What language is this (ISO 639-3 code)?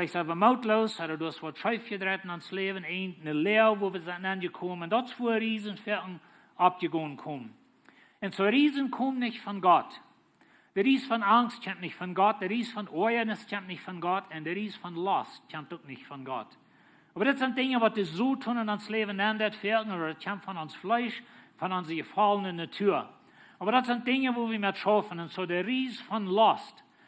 pdt